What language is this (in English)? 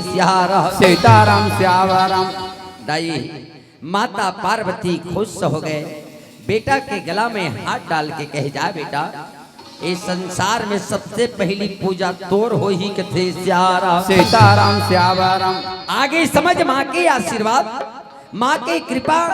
Chhattisgarhi